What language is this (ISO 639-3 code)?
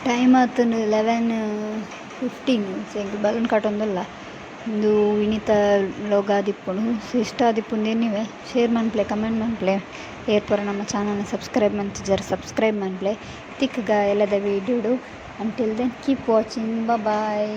tcy